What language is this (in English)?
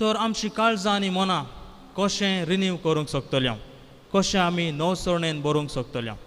Konkani